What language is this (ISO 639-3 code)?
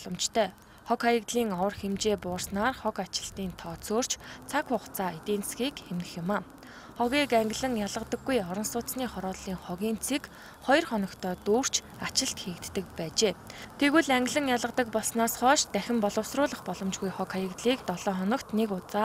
mon